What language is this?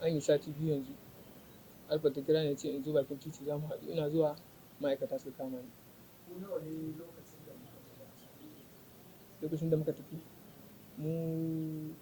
Hausa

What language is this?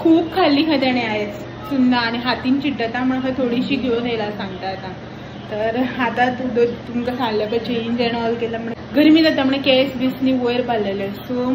Konkani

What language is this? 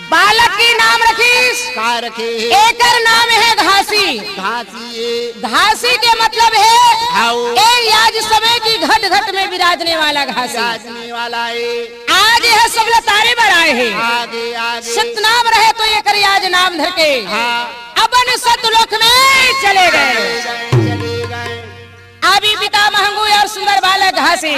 Chhattisgarhi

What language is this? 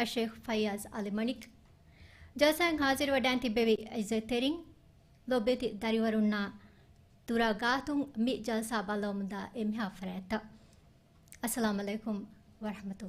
Divehi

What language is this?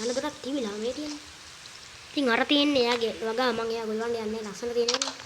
Sinhala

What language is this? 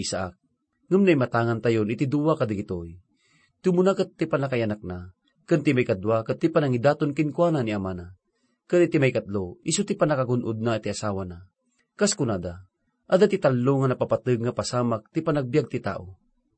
Iloko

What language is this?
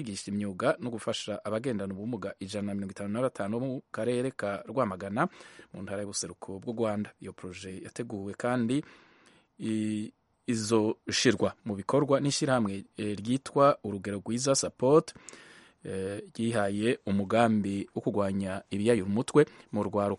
Kinyarwanda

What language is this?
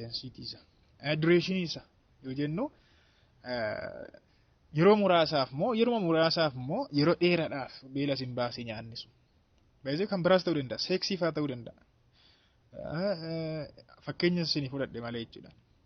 Oromo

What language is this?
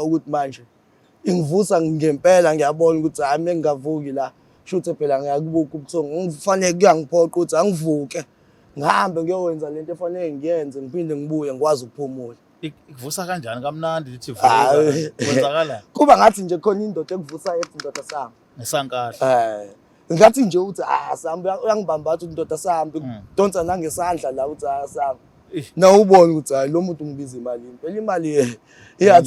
Zulu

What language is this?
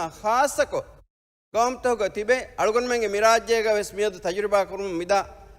Divehi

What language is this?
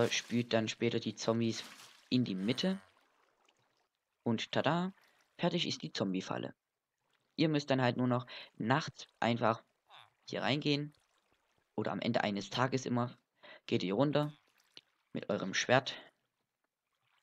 German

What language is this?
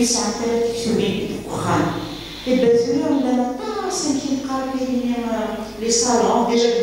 Kabyle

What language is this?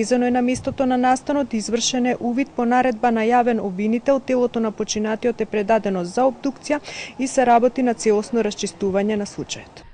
Macedonian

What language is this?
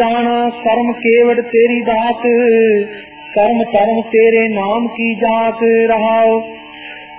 Punjabi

